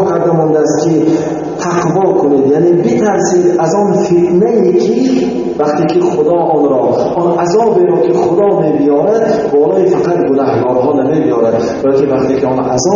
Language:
Tajik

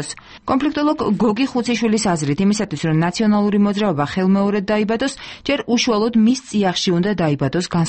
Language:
Georgian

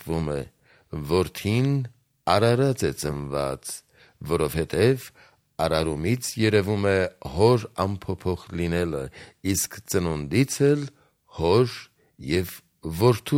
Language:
Armenian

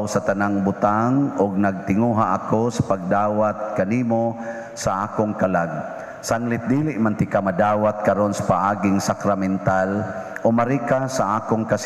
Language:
Cebuano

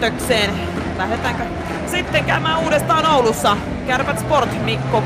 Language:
Finnish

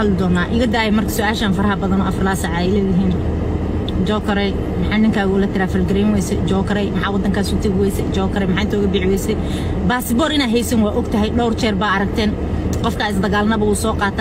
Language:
Somali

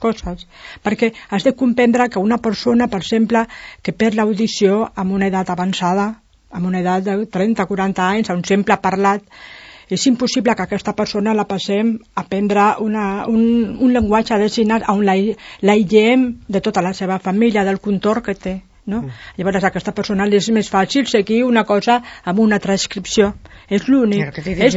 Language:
Catalan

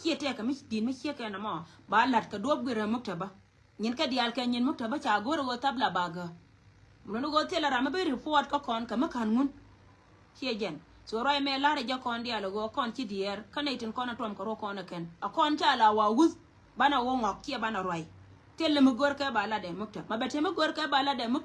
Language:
Nuer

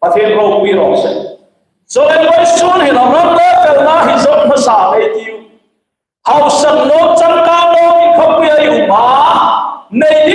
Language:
Hmar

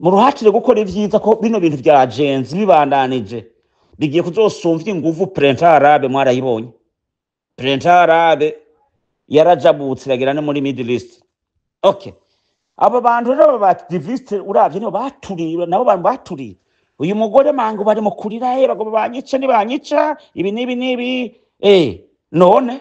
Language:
Rundi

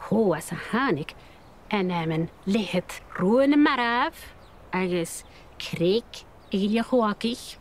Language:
Scottish Gaelic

